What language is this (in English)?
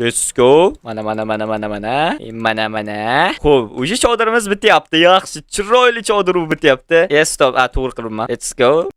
Uzbek